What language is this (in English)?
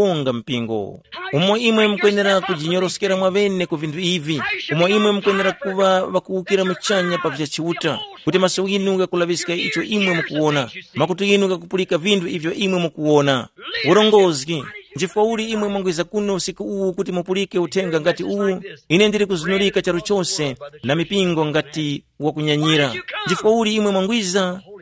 Tumbuka